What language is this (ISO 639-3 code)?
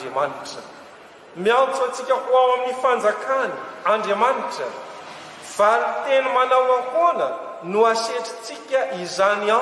mlg